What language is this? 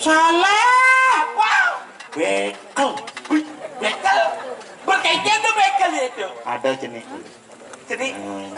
Balinese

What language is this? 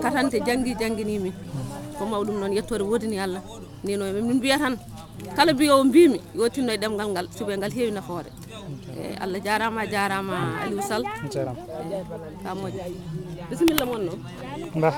Fula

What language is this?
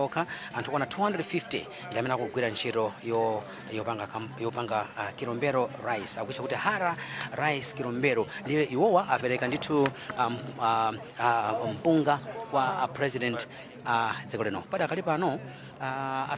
Nyanja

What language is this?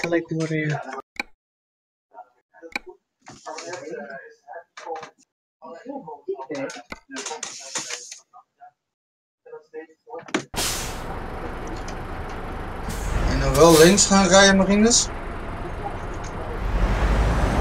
Dutch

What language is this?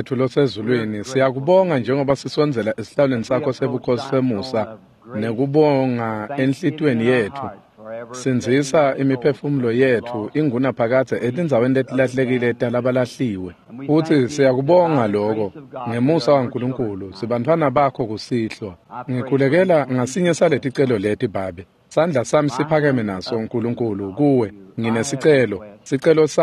Swati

